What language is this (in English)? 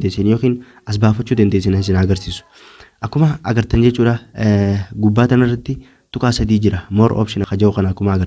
Oromo